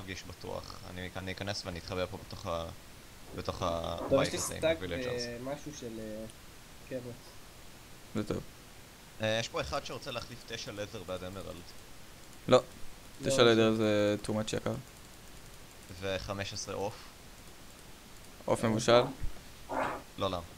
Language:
Hebrew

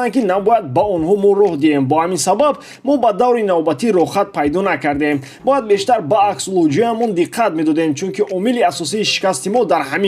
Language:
Tajik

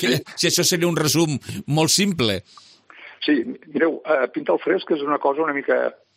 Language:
Catalan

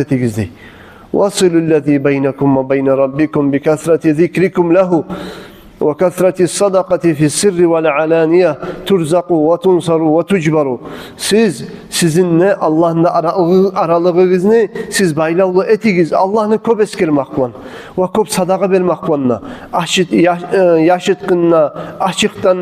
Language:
Kumyk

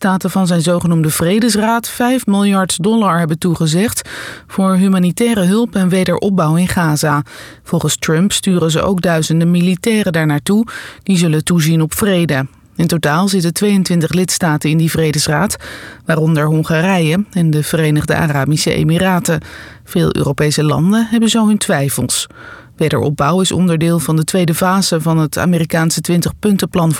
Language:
Dutch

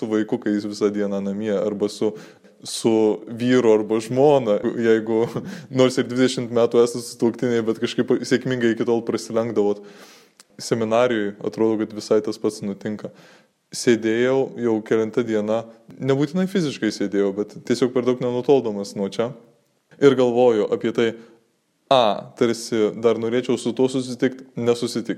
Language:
Lithuanian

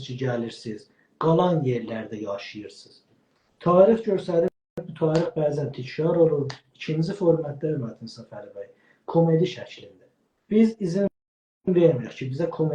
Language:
South Azerbaijani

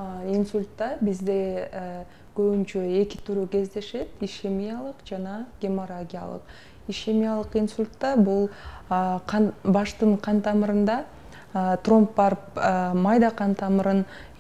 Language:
Kyrgyz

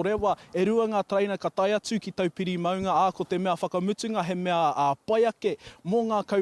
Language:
Māori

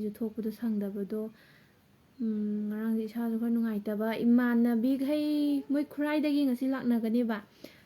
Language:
Manipuri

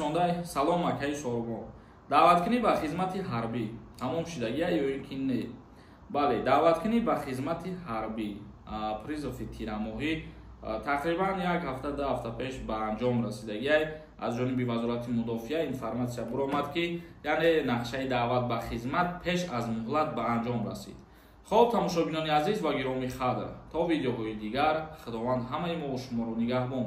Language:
Tajik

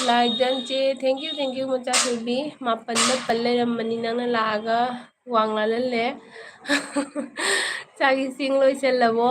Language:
Manipuri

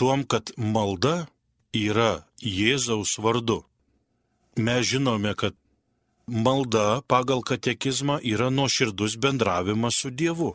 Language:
Lithuanian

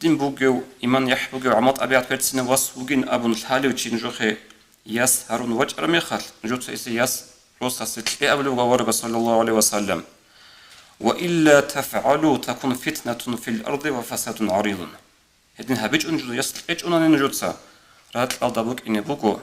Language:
Avaric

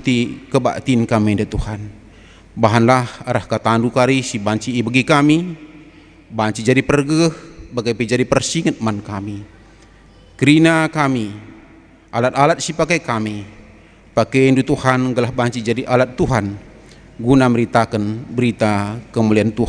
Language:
Batak Karo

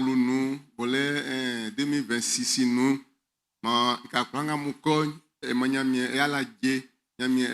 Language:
Baoulé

